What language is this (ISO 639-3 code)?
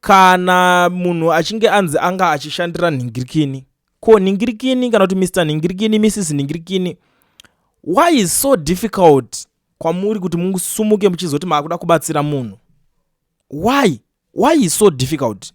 sna